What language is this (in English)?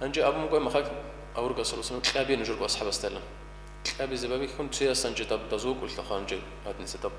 Avaric